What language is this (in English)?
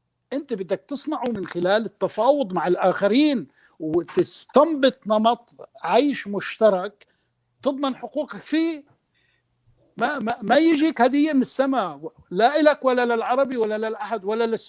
North Levantine Arabic